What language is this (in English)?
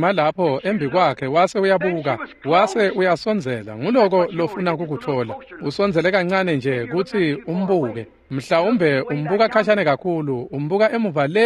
Swati